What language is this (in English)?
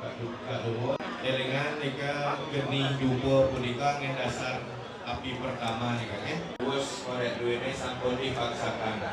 Balinese